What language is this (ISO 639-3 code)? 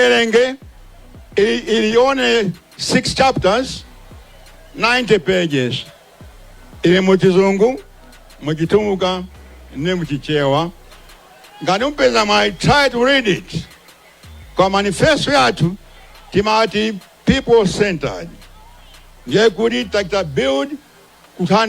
nya